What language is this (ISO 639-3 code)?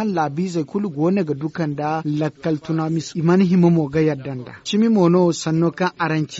dje